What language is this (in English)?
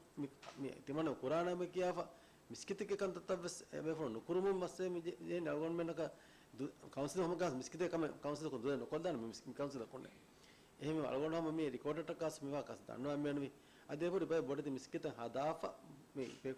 Divehi